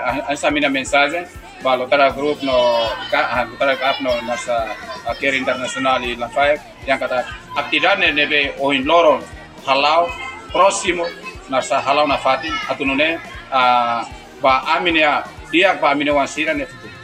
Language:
Tetum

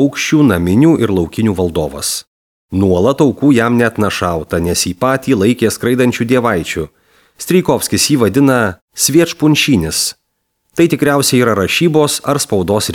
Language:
Lithuanian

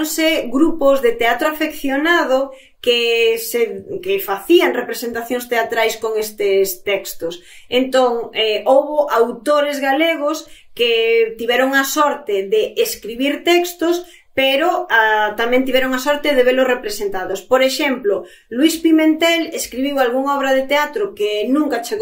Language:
Galician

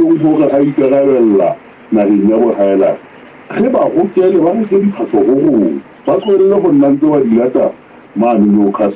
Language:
Southern Sotho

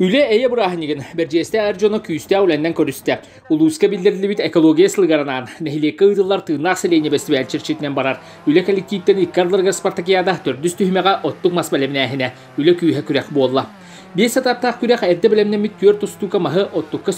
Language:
Yakut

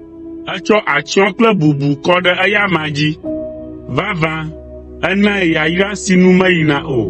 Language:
Ewe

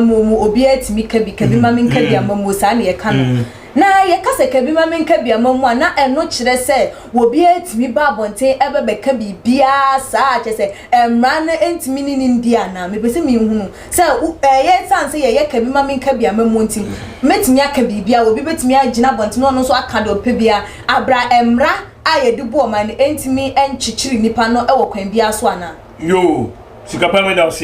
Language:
Akan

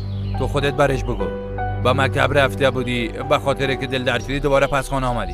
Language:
Persian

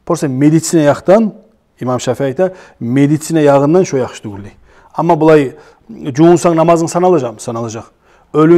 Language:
Kumyk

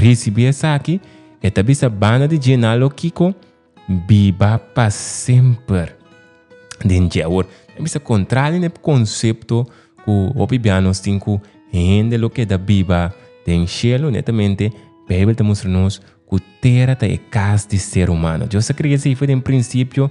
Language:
Papiamento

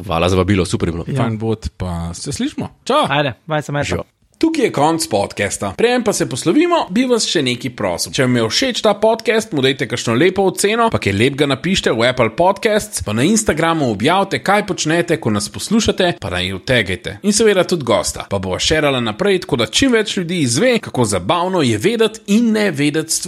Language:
Slovenian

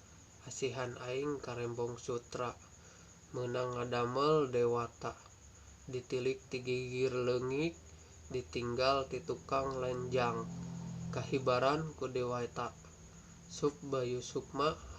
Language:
Sundanese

